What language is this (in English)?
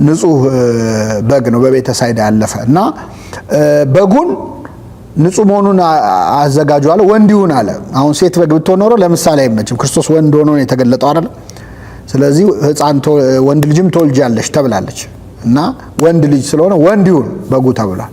Amharic